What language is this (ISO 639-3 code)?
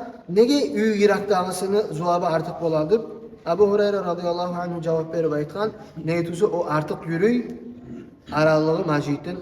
kum